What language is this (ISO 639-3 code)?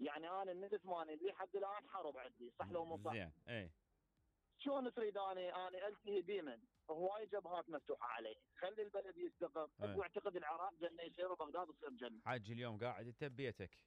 acm